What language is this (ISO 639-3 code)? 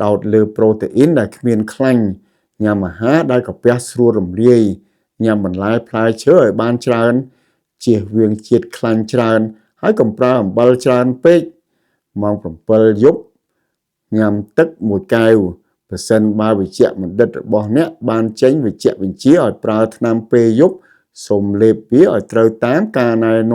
khm